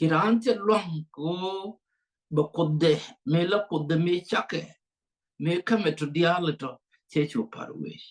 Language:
Nuer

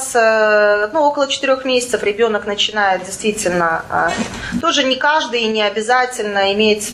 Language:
Russian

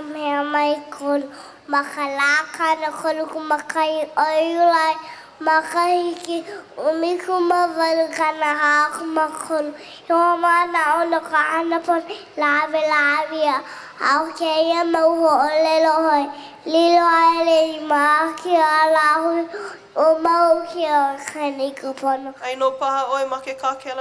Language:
Hawaiian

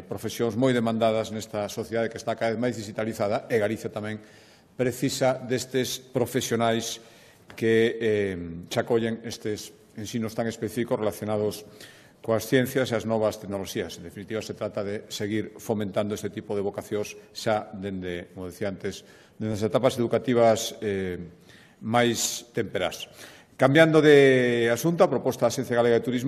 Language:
Galician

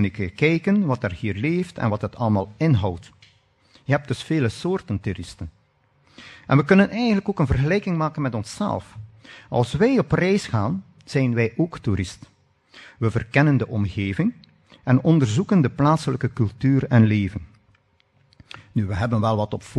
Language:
Dutch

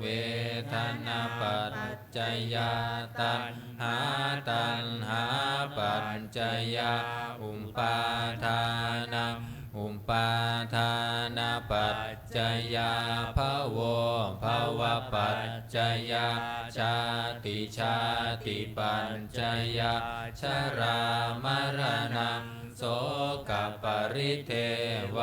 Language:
Pali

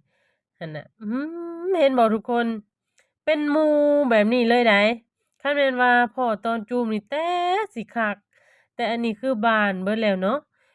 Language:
Lao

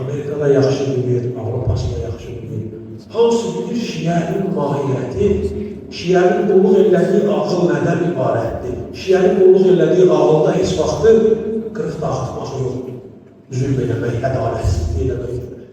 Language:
Azerbaijani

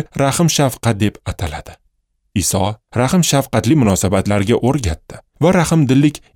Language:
Uzbek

